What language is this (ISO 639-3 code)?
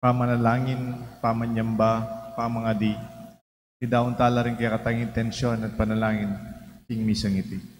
pam